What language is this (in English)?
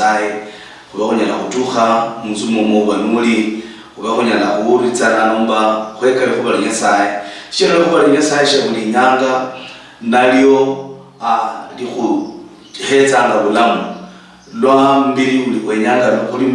Luyia